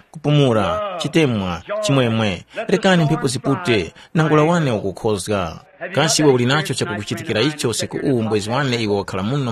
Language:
Tumbuka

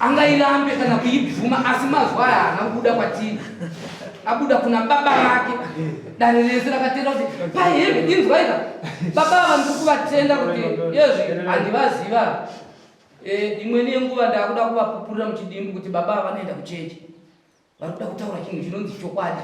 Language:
Shona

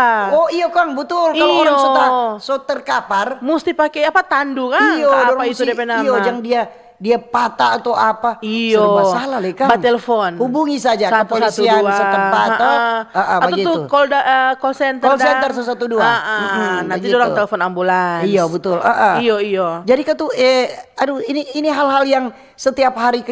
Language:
Manado Malay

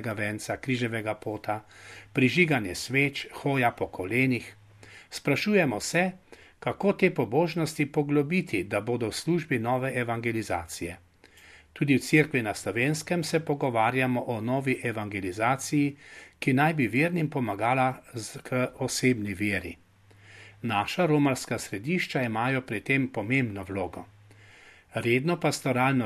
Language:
Slovenian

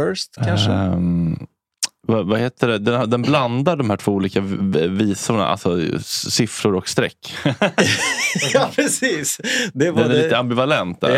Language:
Swedish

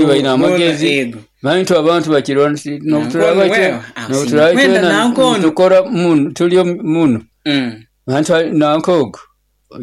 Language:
Nyoro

